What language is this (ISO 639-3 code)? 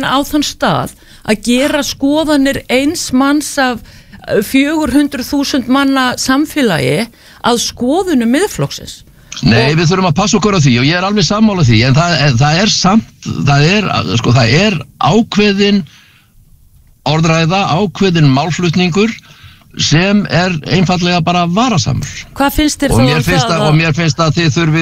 isl